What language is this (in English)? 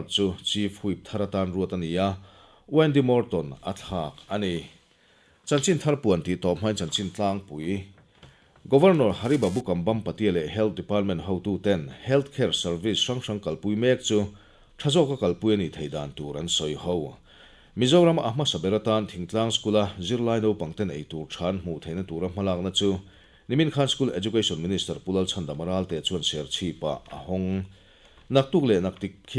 Mizo